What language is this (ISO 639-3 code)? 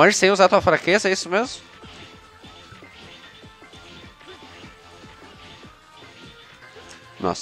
por